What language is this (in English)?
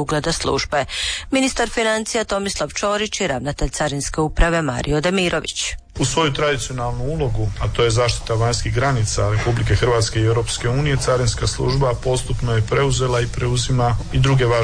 Croatian